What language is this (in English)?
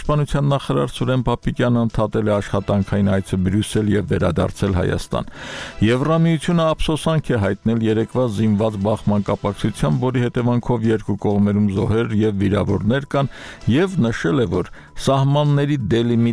Armenian